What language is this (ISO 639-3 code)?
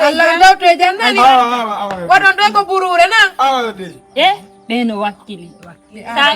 ful